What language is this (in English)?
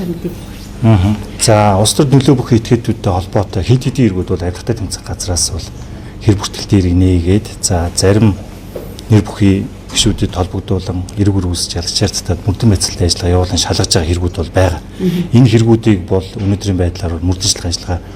Mongolian